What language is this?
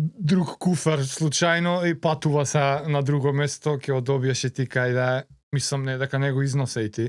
Macedonian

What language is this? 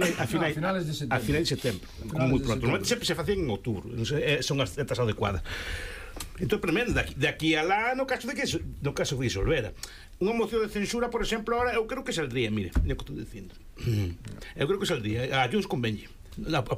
Galician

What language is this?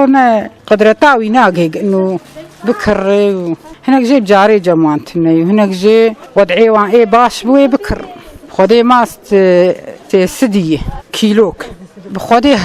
Kurdish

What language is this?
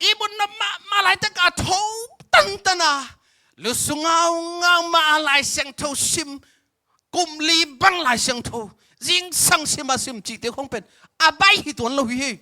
Tedim Chin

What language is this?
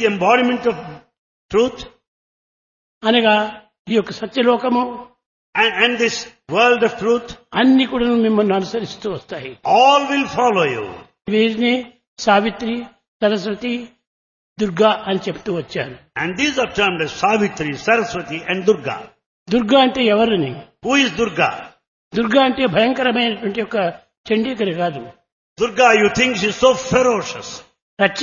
Telugu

